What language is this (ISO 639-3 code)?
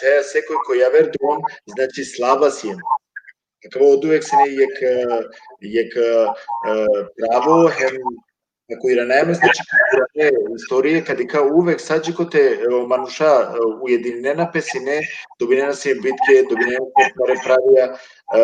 rmn